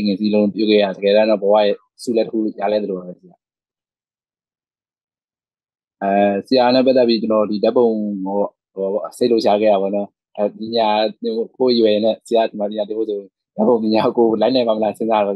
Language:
Burmese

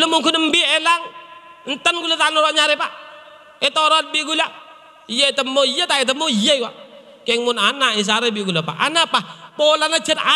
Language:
Madurese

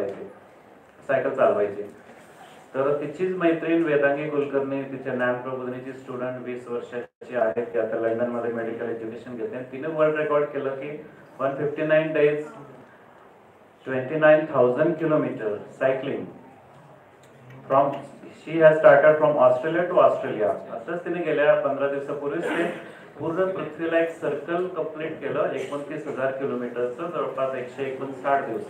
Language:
Marathi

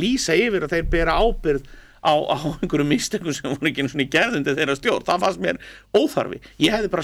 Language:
Icelandic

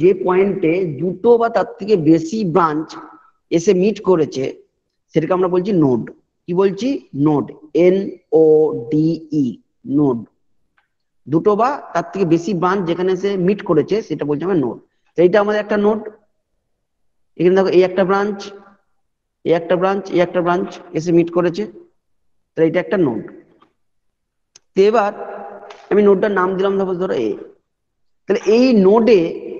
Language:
Bangla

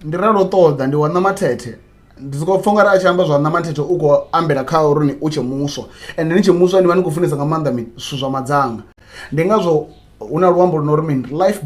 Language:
Venda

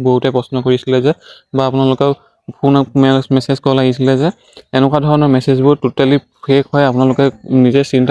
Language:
Assamese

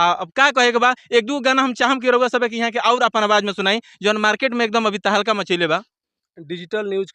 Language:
Bhojpuri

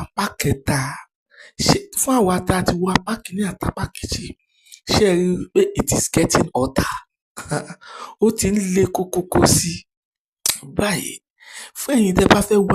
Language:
Yoruba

